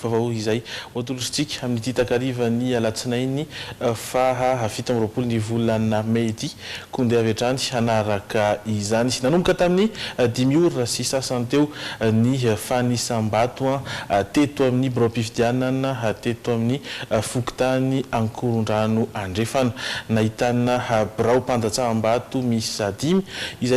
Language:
Malagasy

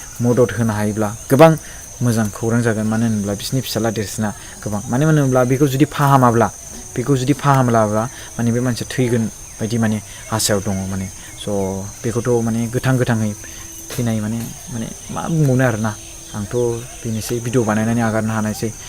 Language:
Bodo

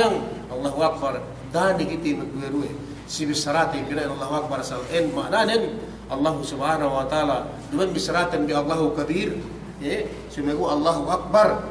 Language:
Yakan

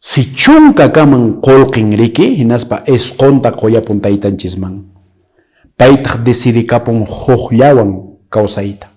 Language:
Quechua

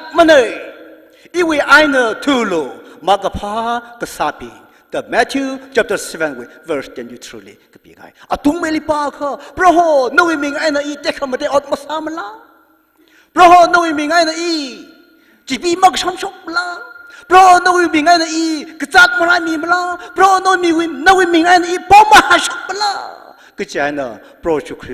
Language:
Tangkhul Naga (India)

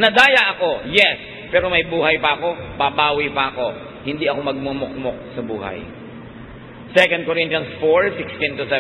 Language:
Filipino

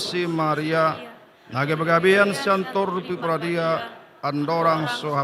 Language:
Batak Toba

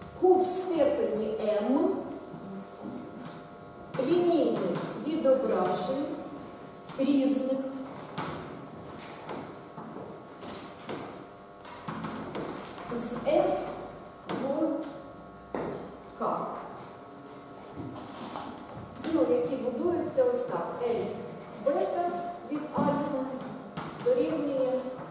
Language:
Ukrainian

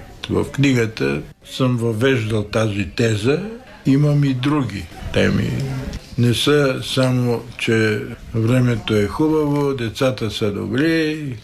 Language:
Bulgarian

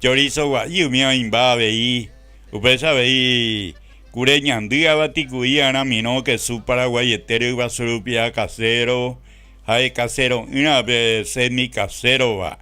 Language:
Guarani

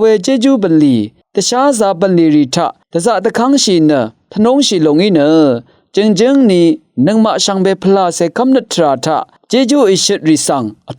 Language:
Rawang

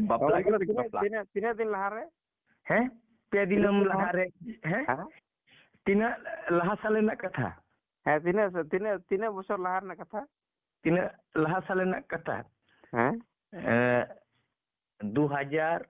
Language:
Santali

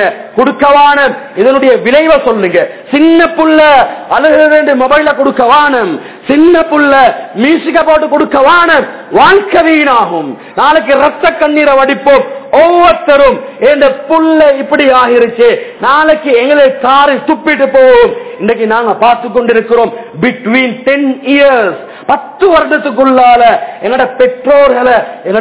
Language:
Tamil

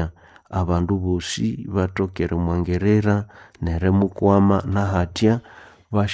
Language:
Nande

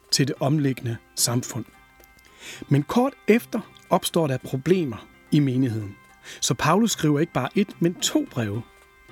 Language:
Danish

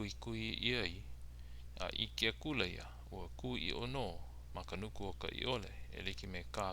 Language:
Hawaiian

